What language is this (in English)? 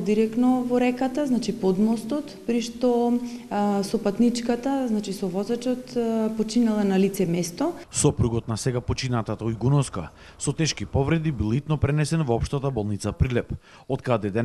Macedonian